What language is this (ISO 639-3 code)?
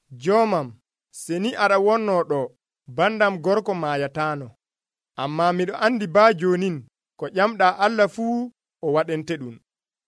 fuv